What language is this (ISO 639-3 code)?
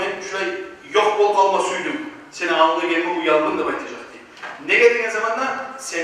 kum